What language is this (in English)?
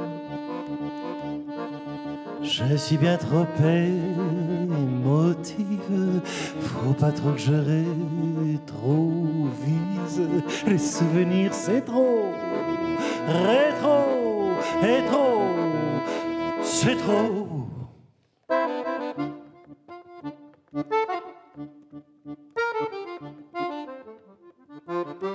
French